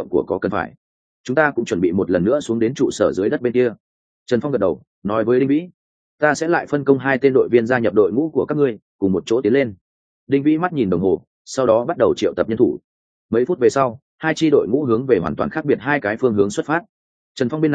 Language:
Vietnamese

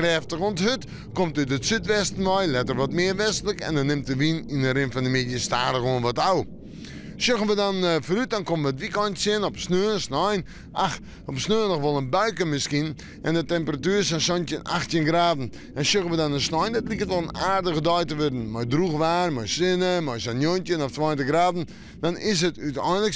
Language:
Western Frisian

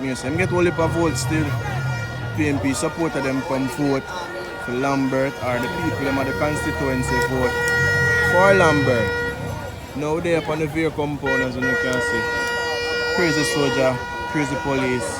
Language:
Jamaican Creole English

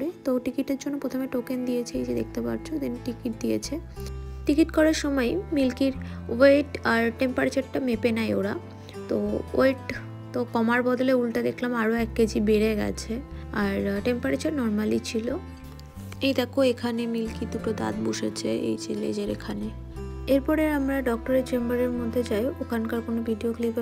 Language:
Bangla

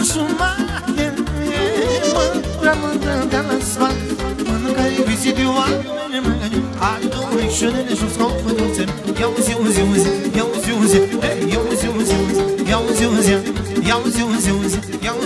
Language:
Romanian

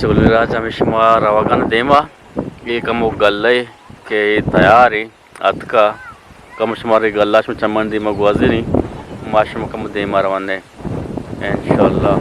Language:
Eastern Balochi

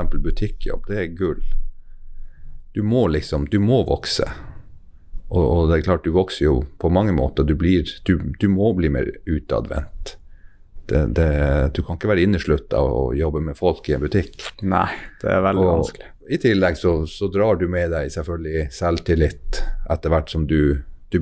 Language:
Norwegian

